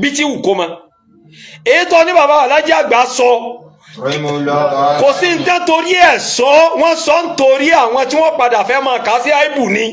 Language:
Yoruba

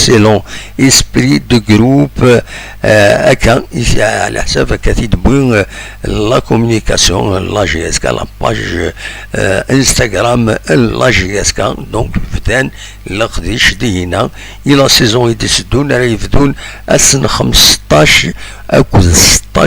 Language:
Kabyle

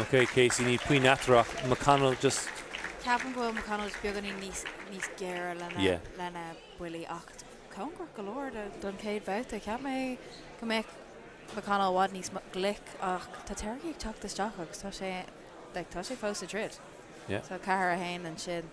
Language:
Irish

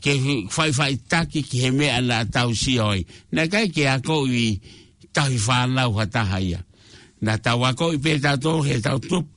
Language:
Tongan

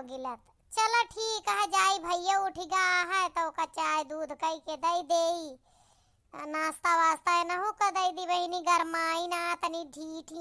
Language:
Awadhi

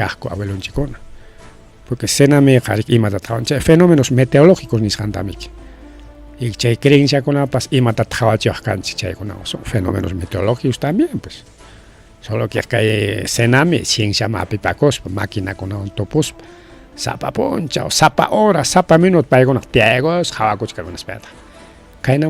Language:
Ayacucho Quechua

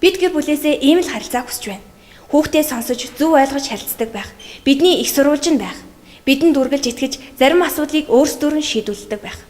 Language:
Mongolian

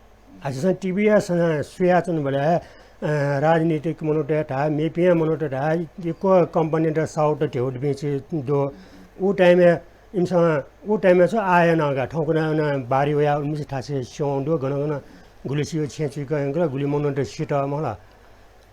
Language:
Newari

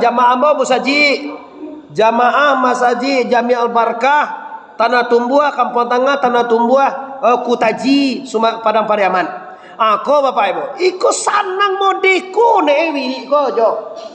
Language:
Minangkabau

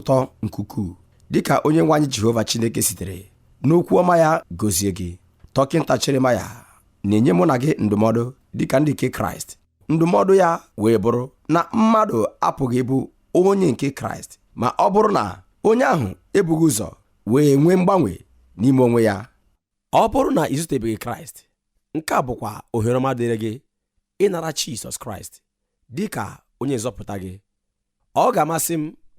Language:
Igbo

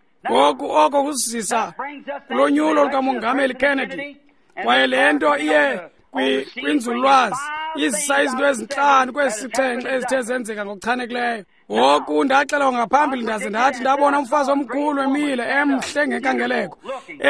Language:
Xhosa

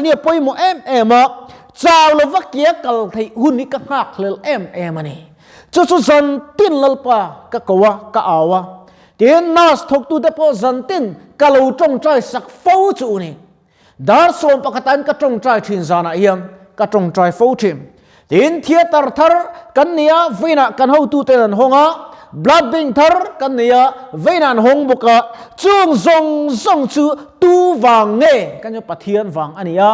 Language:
Mizo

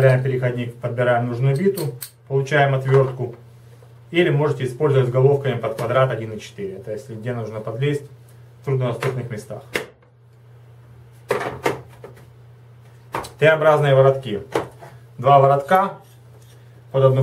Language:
Russian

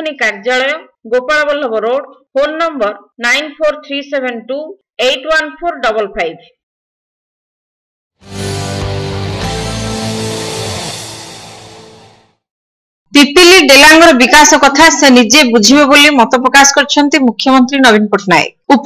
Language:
Odia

